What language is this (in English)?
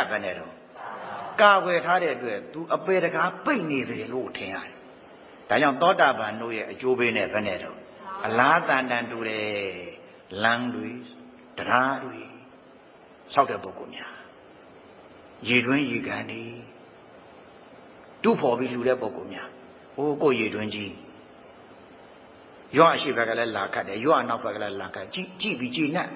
Burmese